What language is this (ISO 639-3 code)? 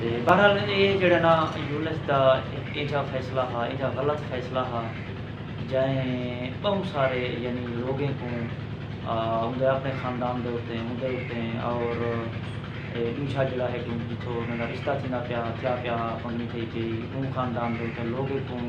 skr